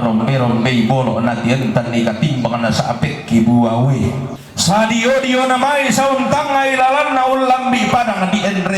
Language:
Toraja-Sa'dan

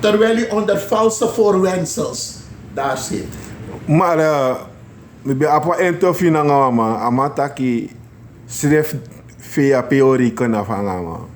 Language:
Sranan Tongo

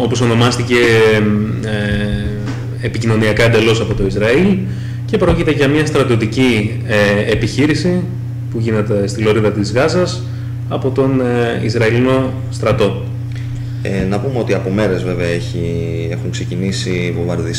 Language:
Greek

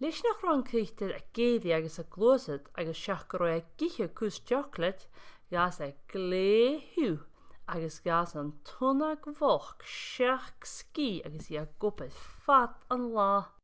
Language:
Scottish Gaelic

